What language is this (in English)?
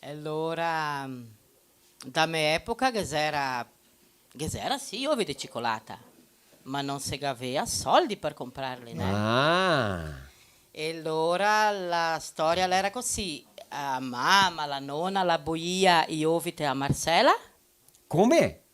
Venetian